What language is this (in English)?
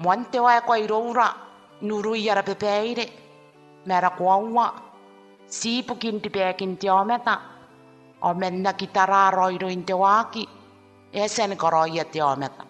Gilbertese